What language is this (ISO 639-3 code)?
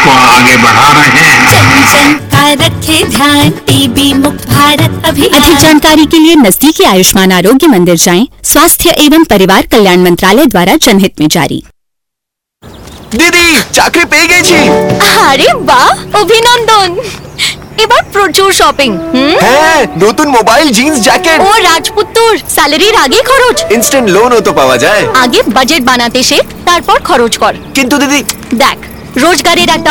ben